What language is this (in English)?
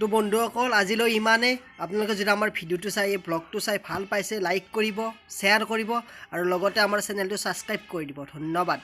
Assamese